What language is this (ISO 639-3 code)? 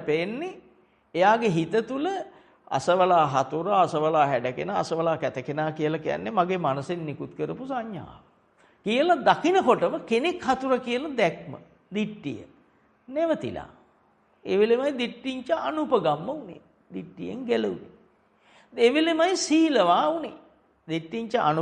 sin